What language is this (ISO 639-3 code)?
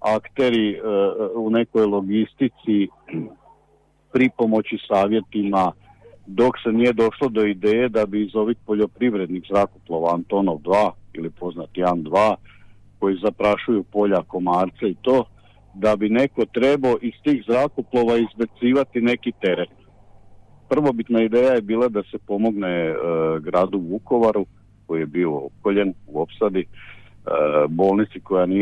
hrv